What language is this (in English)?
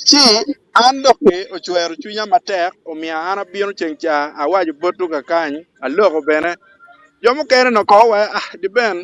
Acoli